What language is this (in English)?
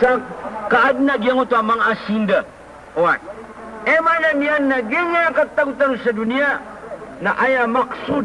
Maranao